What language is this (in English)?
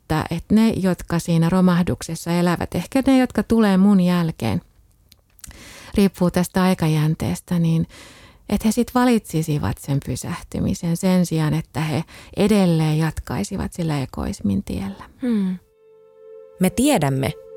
Finnish